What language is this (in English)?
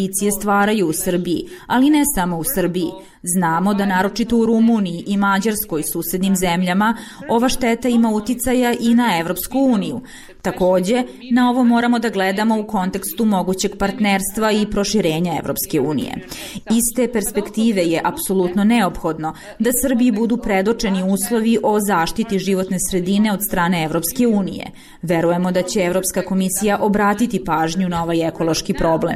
Serbian